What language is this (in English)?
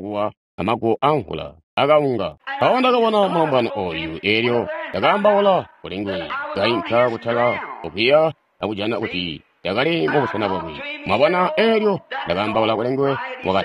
Tonga (Zambia)